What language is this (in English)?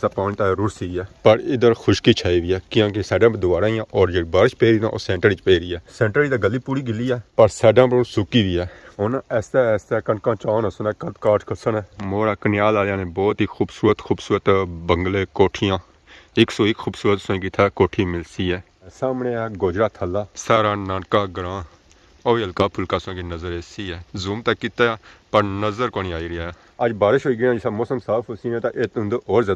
Pahari-Potwari